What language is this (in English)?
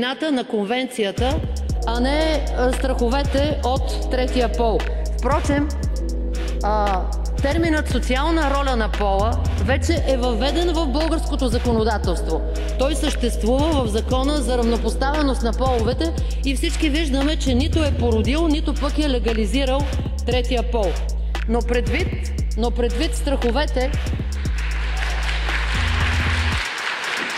Bulgarian